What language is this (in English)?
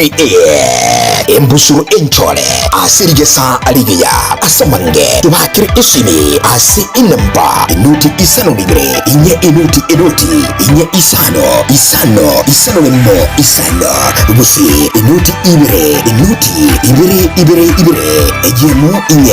Gusii